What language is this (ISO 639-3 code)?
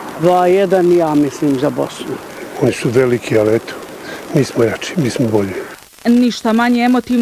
bos